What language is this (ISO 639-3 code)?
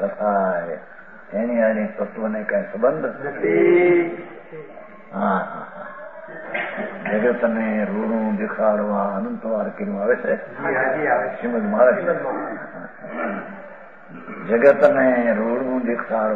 guj